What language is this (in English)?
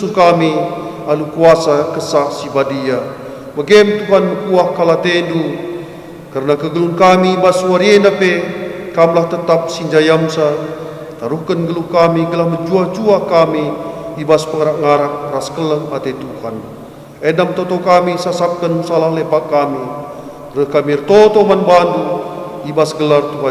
Batak Karo